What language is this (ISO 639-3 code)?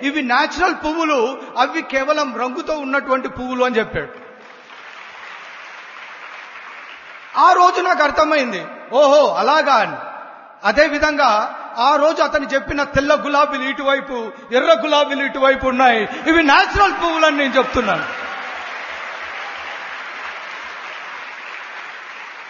tel